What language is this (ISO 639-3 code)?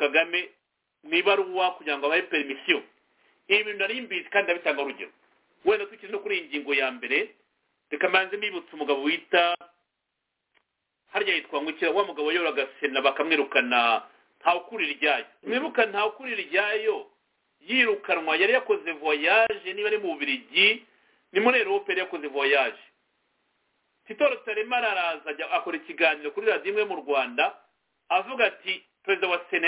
kin